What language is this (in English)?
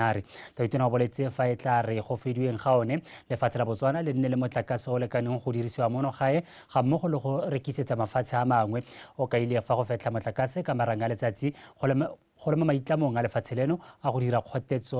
Tswana